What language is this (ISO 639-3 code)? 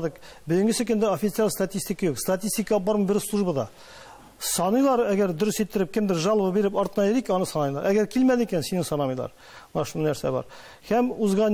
tat